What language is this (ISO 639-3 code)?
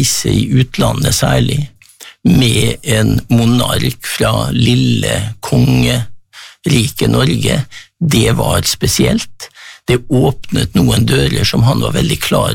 nor